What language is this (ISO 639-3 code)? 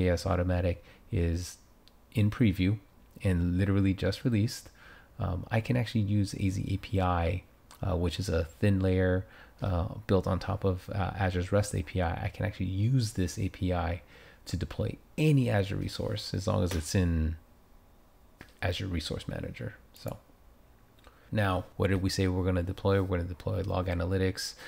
eng